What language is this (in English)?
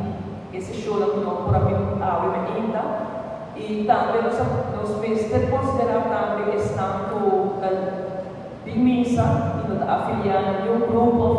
Papiamento